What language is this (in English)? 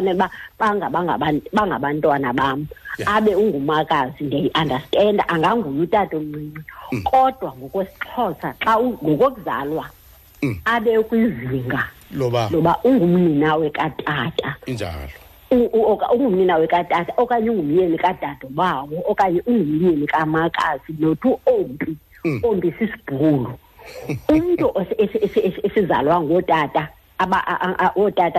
Xhosa